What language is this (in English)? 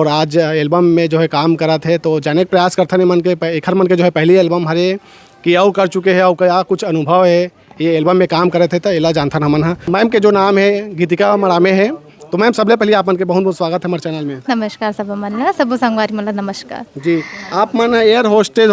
Chhattisgarhi